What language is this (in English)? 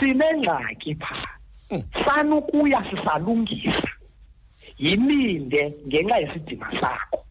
Xhosa